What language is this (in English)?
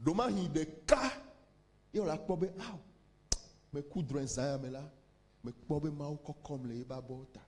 Ewe